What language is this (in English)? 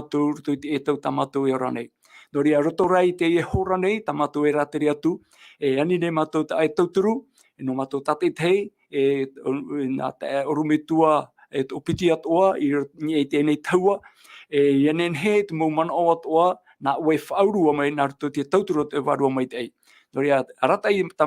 Tahitian